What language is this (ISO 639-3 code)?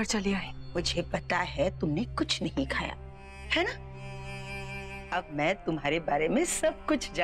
hin